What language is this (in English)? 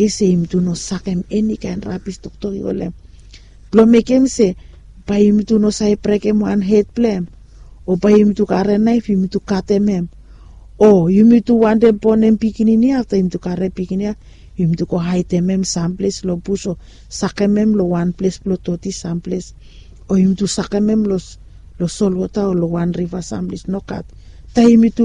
Bislama